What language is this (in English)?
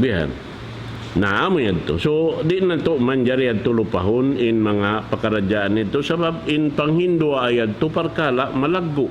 Tausug